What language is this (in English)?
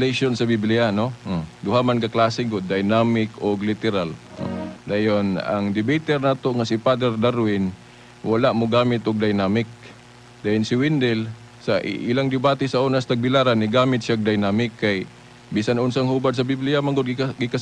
Cebuano